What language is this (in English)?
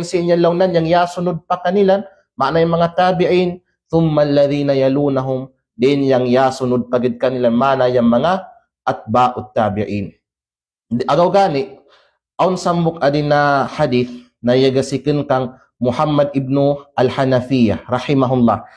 Kalagan